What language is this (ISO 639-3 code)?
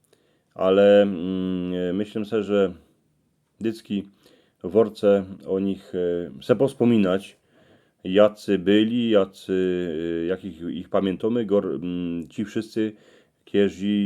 szl